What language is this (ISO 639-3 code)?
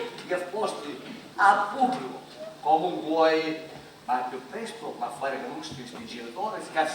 scn